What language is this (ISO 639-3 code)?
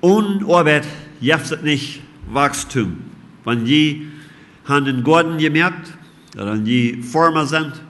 pdt